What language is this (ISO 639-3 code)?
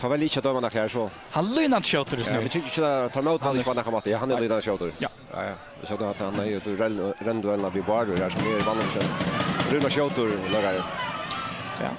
fao